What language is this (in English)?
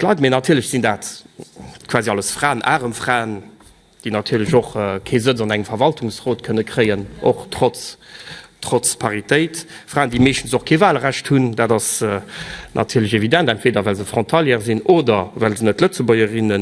Luxembourgish